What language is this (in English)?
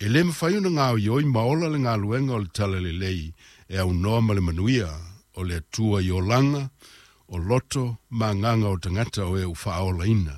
Samoan